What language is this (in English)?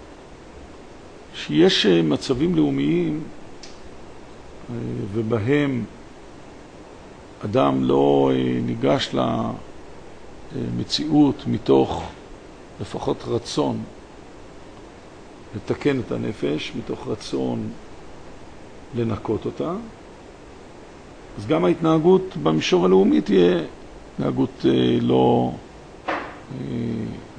Hebrew